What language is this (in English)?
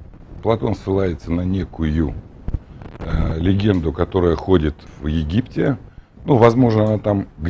Russian